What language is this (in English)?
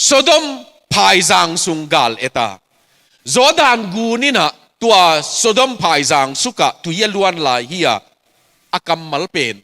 Tedim Chin